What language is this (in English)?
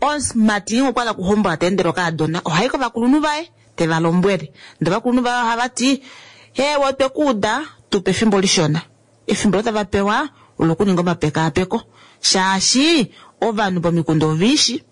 Kuanyama